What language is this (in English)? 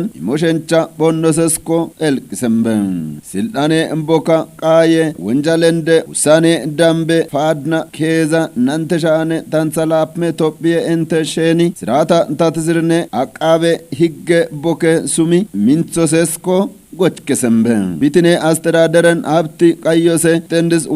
Kafa